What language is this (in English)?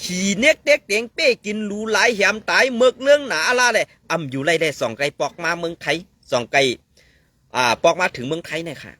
Shan